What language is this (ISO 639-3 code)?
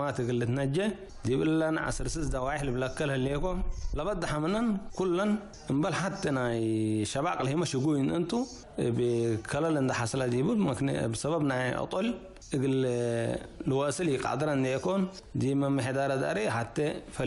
tig